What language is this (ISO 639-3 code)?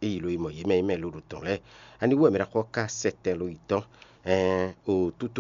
fon